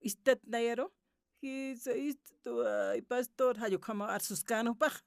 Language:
Aymara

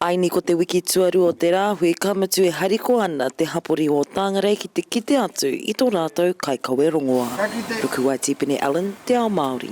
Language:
Māori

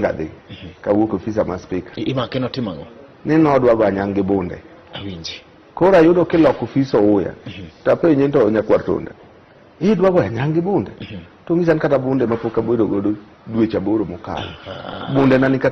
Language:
Luo (Kenya and Tanzania)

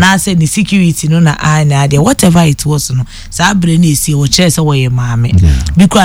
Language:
Akan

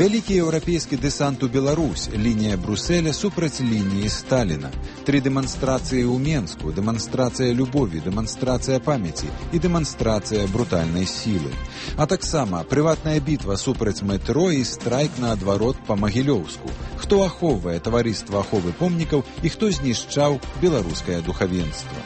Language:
Belarusian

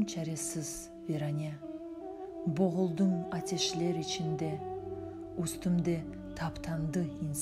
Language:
Crimean Tatar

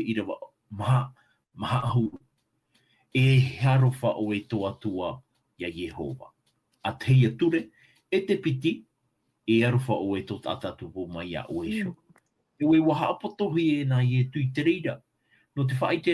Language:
Tahitian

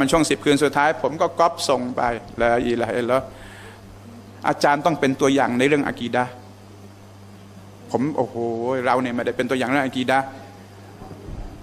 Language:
Thai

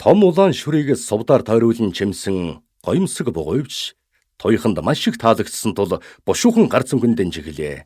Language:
Mongolian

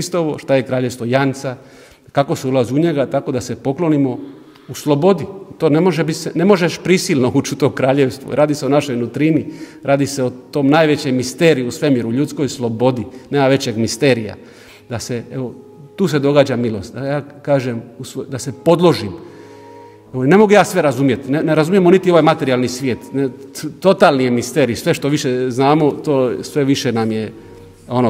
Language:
Croatian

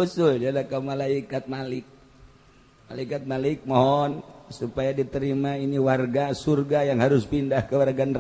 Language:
Sundanese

